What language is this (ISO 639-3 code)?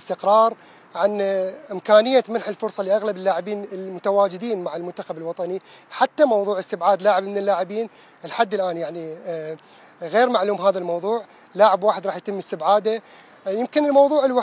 acm